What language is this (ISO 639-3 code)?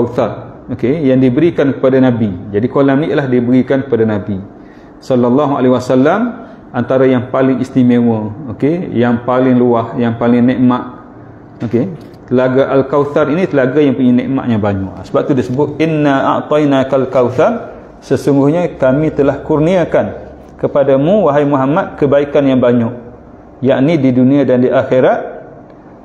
msa